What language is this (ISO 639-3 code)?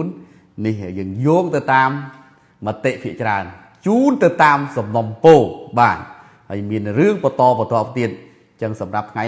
khm